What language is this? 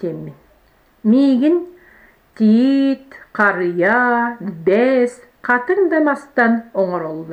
Yakut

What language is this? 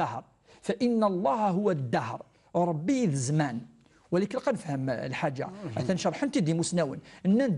Kabyle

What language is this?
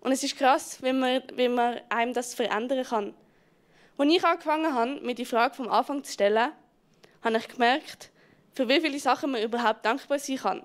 Swiss German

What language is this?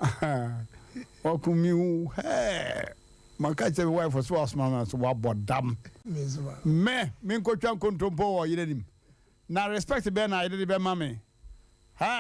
Akan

